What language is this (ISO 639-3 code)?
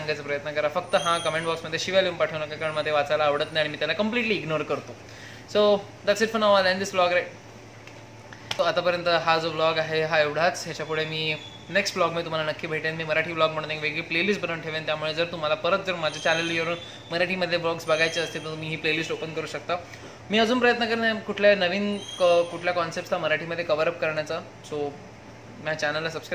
mar